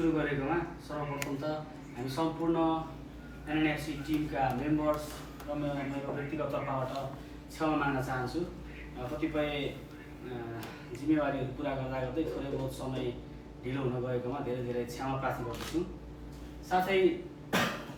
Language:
Nepali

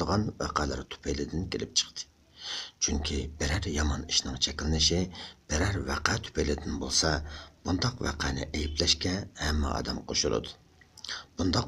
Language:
Uyghur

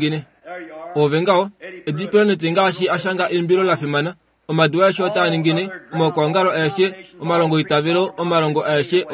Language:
Kuanyama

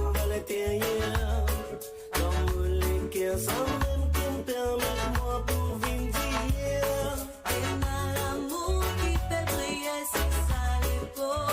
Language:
Morisyen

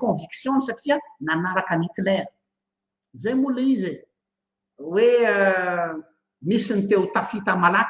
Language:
Malagasy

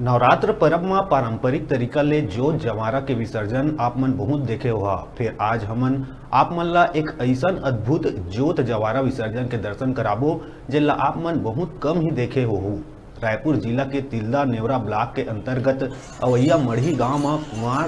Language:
Chhattisgarhi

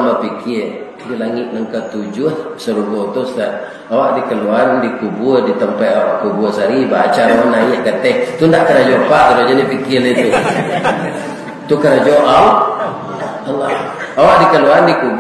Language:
Minangkabau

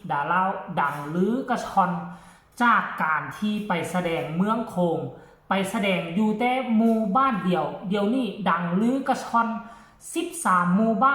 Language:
Lao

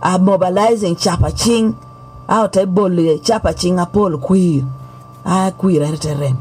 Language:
Lango (Uganda)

